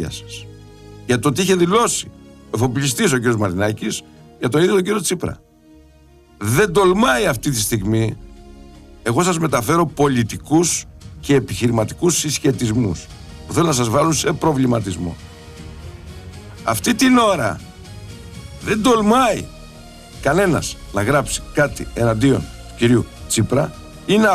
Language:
Greek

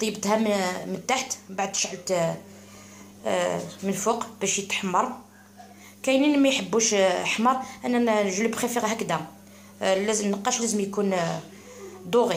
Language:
Algerian Arabic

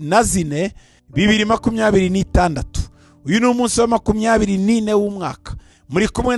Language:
Kinyarwanda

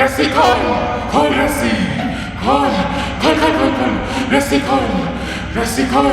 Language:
Chhattisgarhi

